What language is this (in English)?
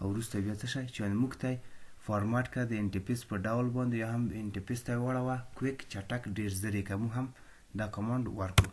Pashto